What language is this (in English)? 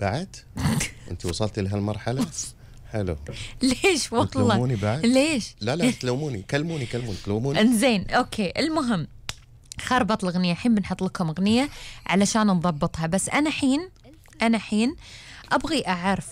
Gulf Arabic